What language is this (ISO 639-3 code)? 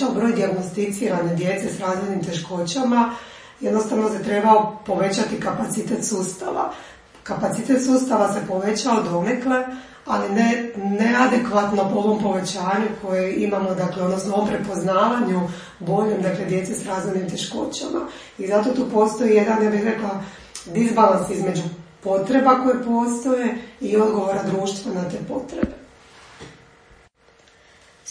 hrv